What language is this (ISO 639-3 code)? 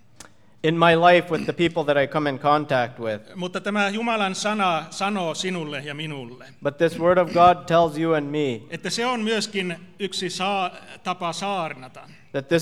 fin